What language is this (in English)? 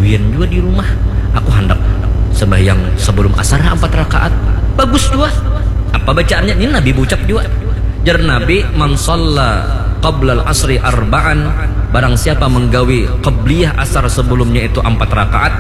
Banjar